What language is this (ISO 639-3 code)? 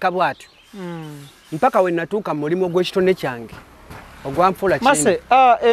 lug